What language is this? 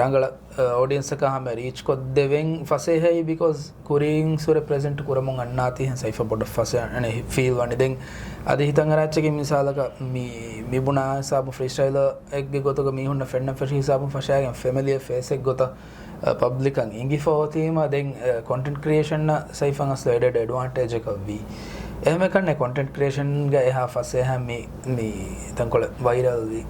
Divehi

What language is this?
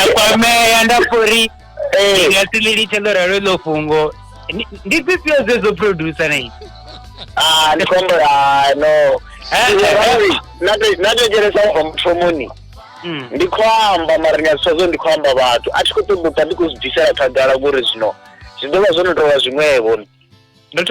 Venda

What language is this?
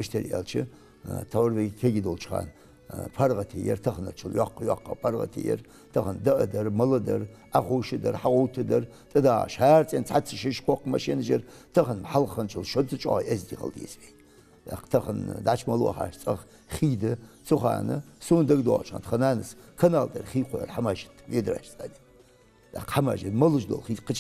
Ingush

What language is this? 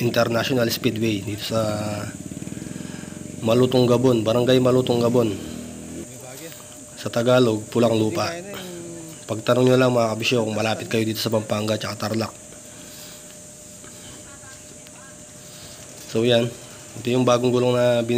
Filipino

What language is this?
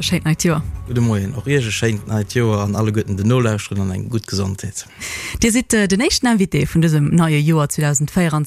Luxembourgish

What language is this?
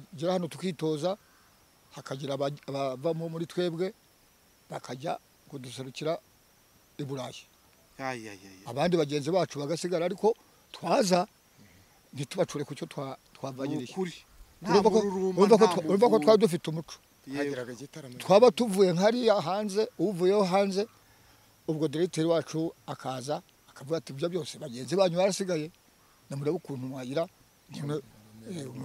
Kinyarwanda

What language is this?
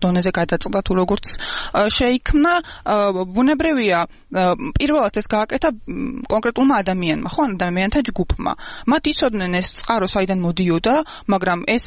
Georgian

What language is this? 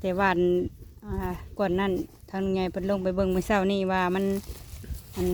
Northeastern Thai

